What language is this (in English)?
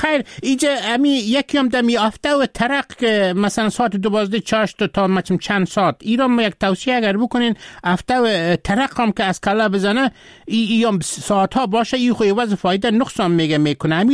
Persian